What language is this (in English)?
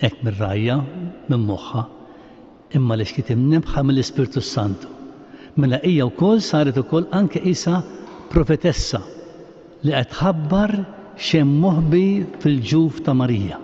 Maltese